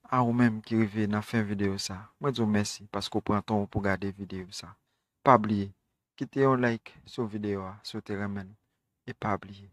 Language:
Haitian Creole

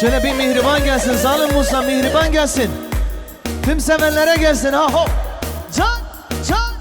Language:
Kurdish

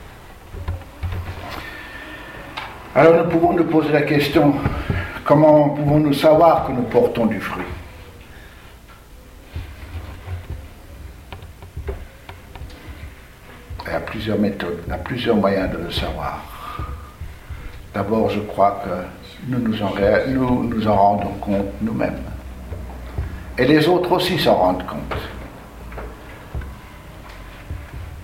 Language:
French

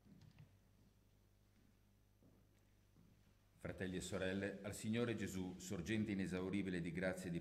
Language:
Italian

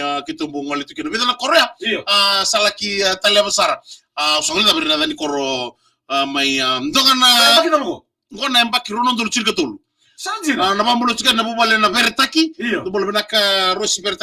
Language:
Fijian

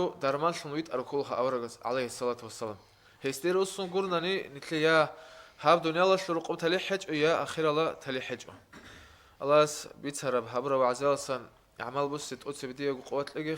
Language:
Avaric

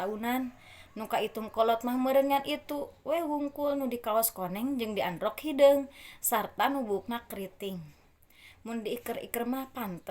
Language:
Sundanese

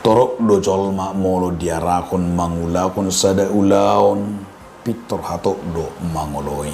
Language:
Batak Toba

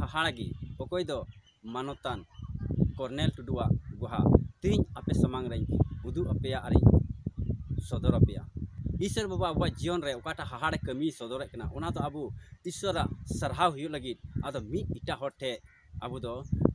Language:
Santali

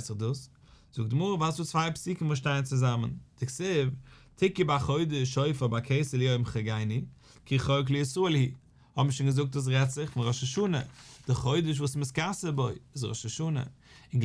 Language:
Yiddish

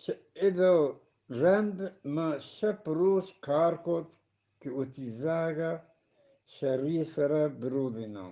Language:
Eastern Balochi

